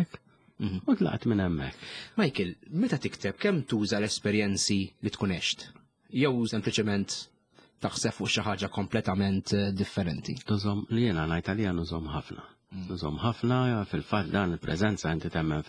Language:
Maltese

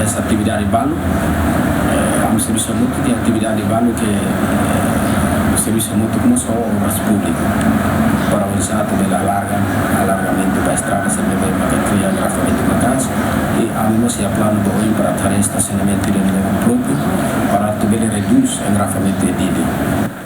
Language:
Tetum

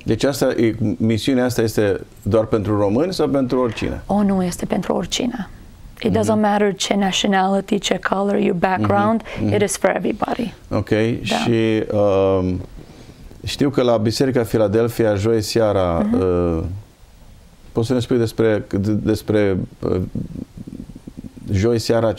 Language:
Romanian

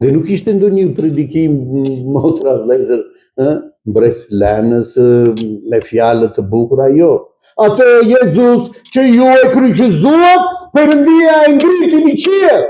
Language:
Albanian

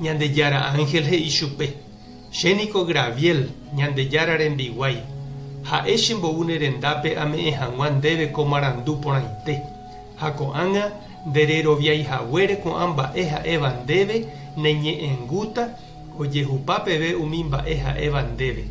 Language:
Guarani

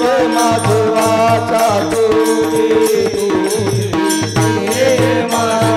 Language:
Marathi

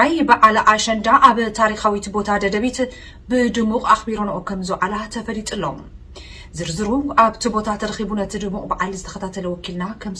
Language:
Tigrinya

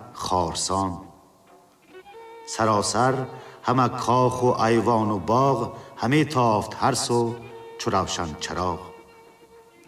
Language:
Tajik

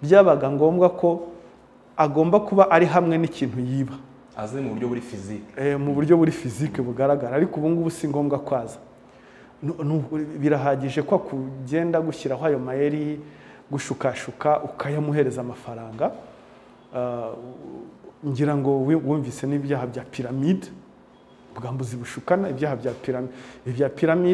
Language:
Kinyarwanda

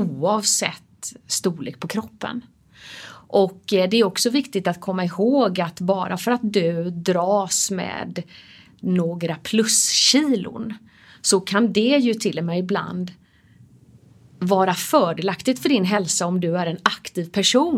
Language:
Swedish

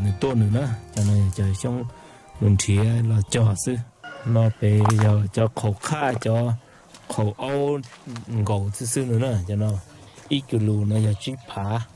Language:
Hmong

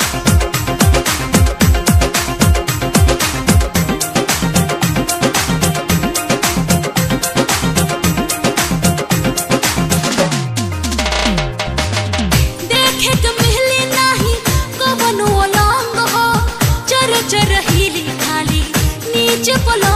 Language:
Bhojpuri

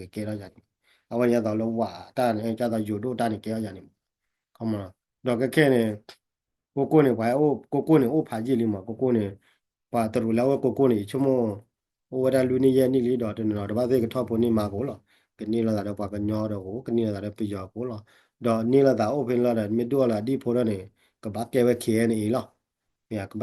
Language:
S'gaw Karen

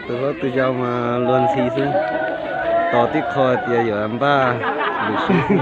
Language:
Hmong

